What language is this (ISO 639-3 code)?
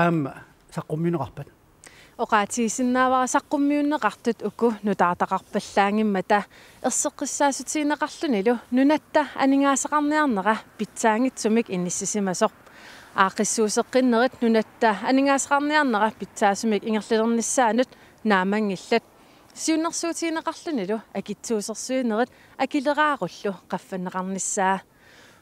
kal